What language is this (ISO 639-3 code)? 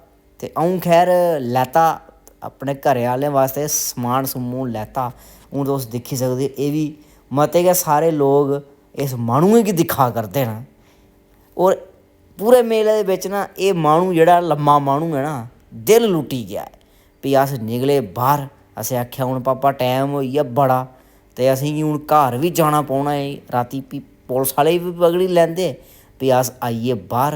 doi